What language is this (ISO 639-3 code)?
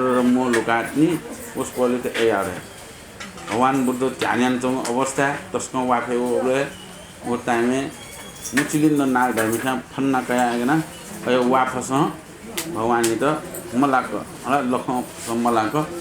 new